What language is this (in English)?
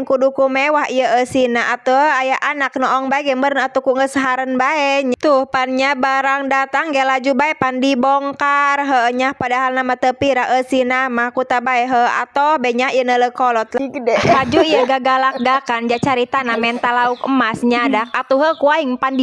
Sundanese